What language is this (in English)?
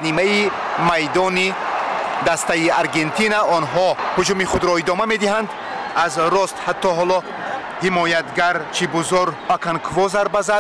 Tajik